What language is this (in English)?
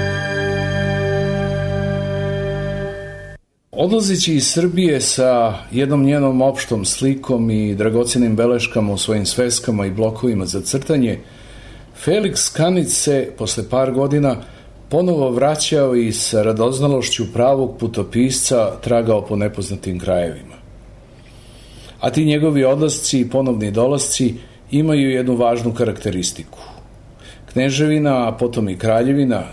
Serbian